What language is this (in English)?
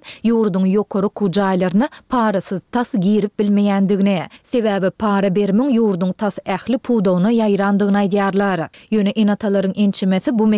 Turkmen